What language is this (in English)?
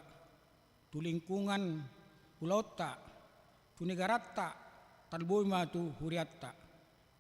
Batak Toba